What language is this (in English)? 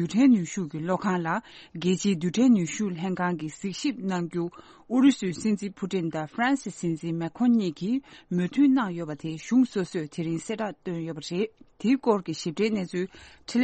Tibetan